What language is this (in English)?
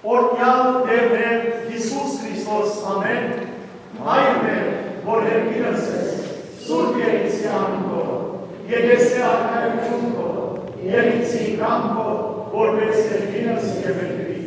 Western Armenian